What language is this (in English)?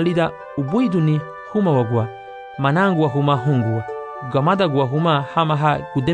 Garifuna